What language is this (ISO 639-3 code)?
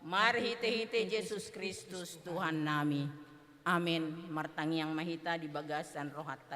bbc